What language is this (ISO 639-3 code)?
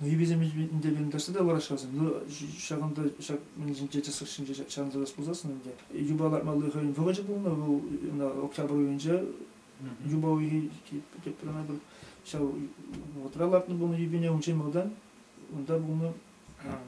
chv